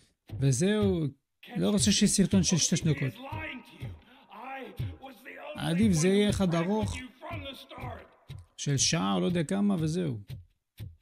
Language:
Hebrew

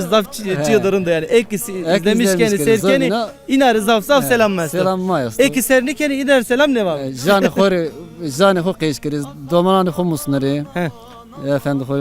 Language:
Zaza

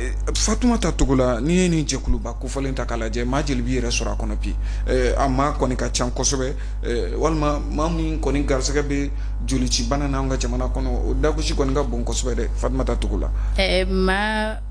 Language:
Bambara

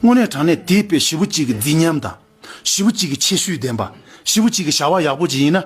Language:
Tibetan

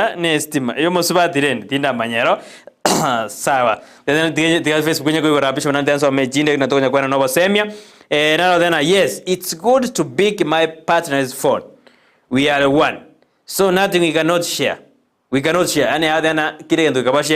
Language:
Gusii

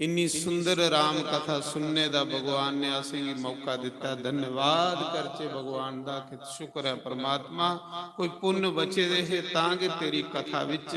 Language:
Dogri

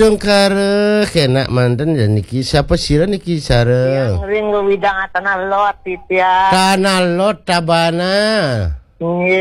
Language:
Balinese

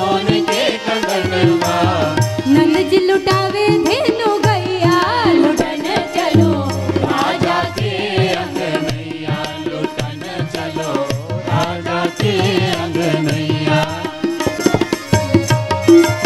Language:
Bhojpuri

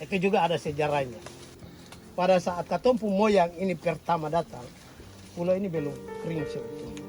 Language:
Ambonese Malay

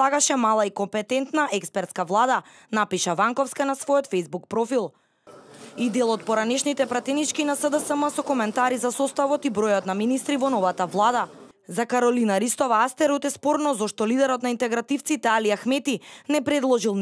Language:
Macedonian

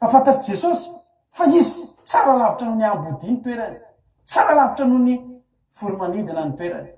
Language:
Malagasy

